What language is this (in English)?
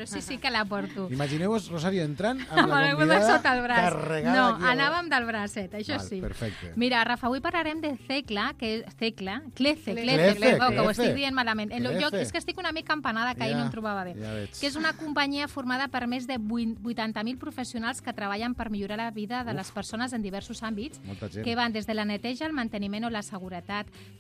Catalan